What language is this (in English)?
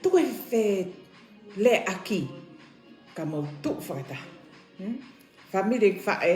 Tongan